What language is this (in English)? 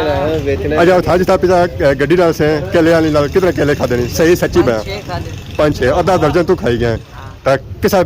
Pahari-Potwari